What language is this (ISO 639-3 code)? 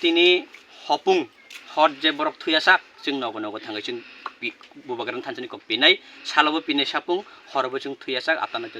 trp